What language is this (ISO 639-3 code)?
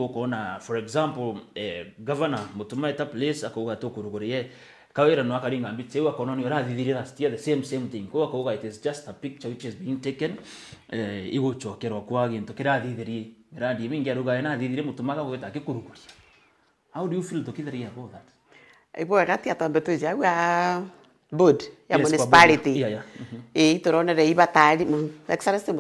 mer